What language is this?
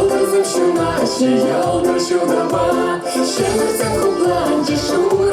Chuvash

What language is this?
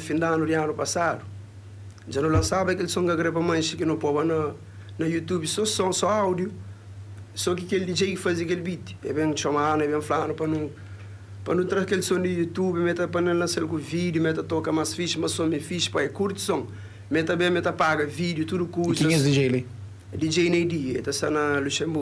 Kabuverdianu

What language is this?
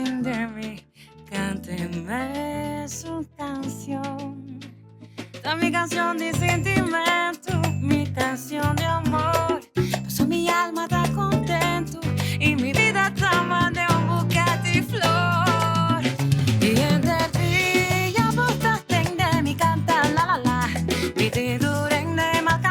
Papiamento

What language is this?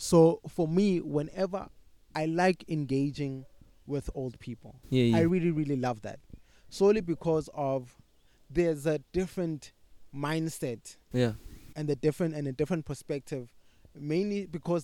English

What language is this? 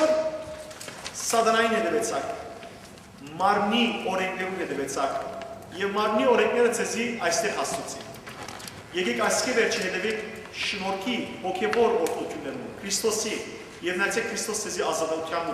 Western Armenian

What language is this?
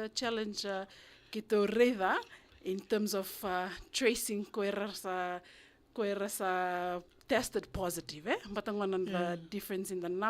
Fijian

